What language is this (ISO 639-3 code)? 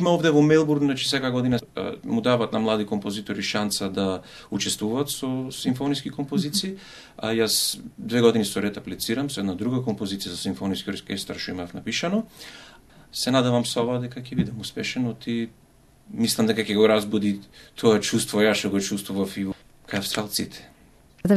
mkd